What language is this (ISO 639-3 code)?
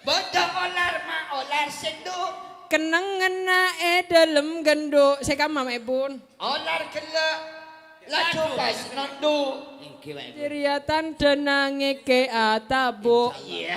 mad